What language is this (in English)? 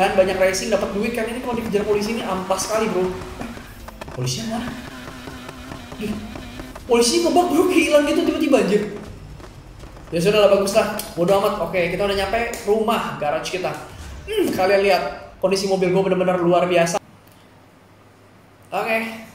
Indonesian